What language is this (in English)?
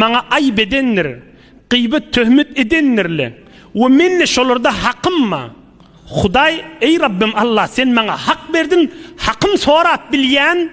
Turkmen